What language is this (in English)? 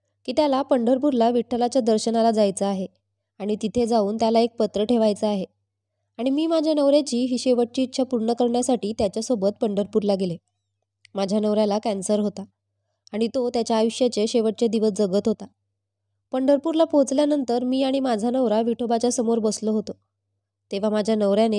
Marathi